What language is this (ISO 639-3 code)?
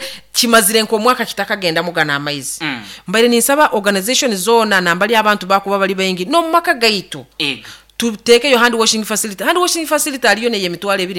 nyo